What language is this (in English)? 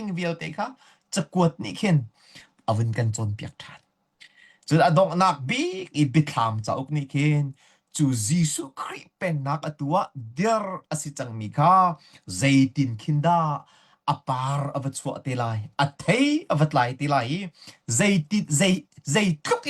Hakha Chin